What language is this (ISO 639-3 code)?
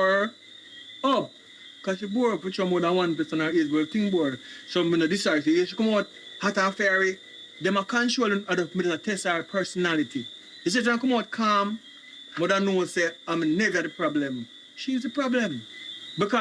jam